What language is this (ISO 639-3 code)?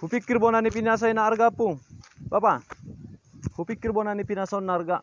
bbc